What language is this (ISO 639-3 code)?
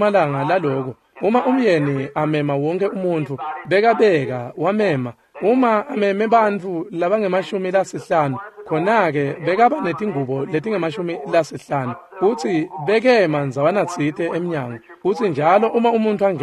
ssw